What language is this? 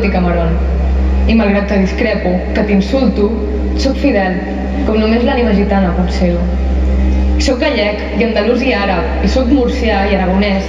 Catalan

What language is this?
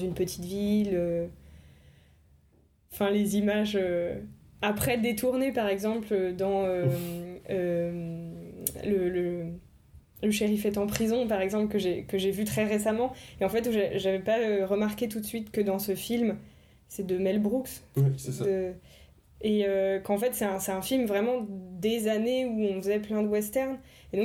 French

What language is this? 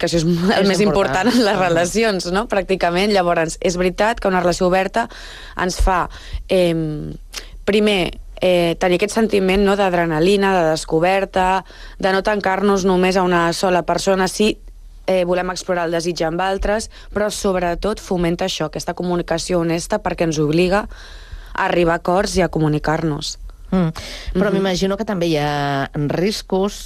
Catalan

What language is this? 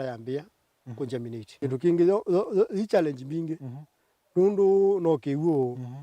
Kamba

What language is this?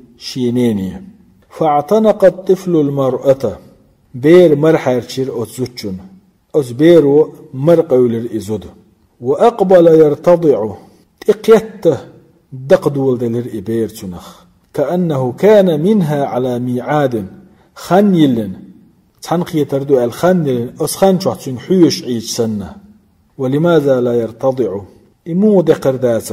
Chechen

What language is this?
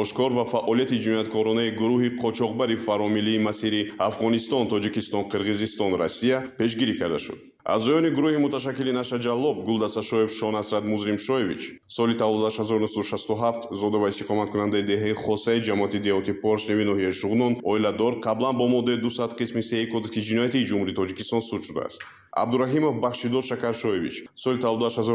Tajik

